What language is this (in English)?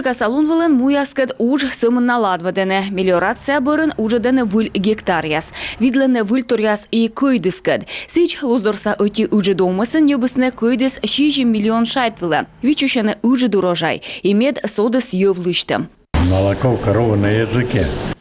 Komi